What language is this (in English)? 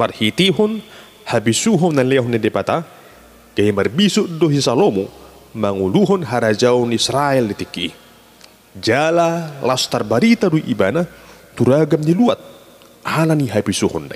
Batak Toba